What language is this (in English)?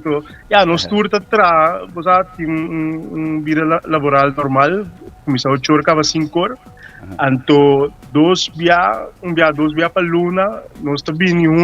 Papiamento